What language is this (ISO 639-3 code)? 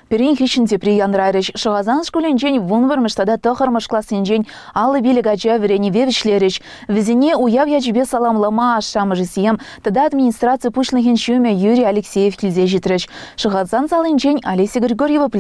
chv